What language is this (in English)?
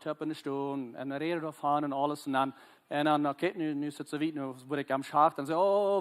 Plautdietsch